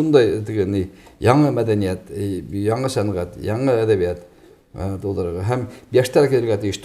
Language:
Bashkir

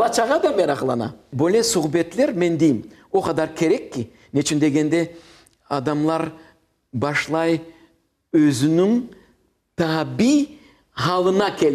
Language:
Crimean Tatar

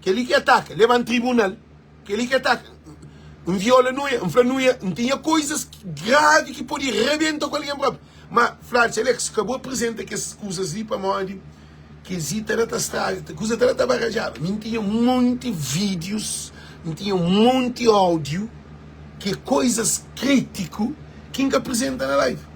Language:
Kabuverdianu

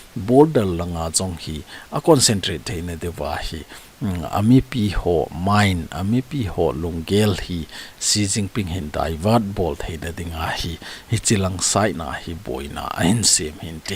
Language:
Thado Chin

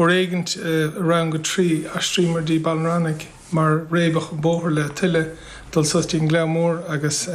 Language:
Irish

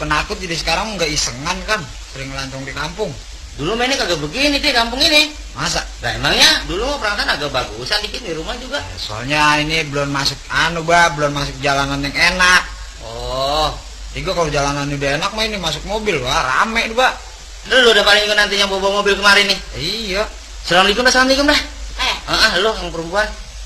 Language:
Betawi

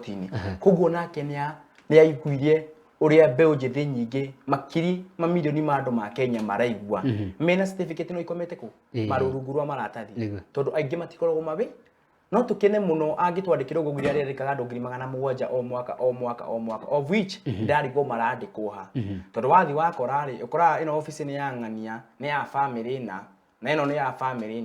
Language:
Kikuyu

